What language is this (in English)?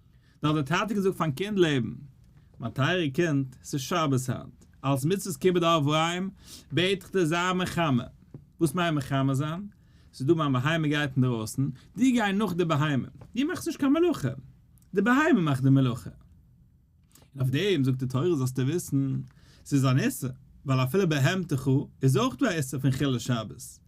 Yiddish